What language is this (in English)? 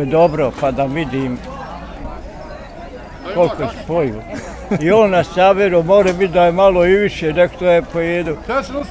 Bosnian